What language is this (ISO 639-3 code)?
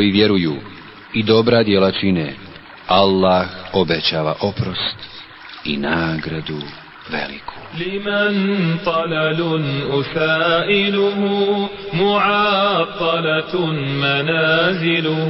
bos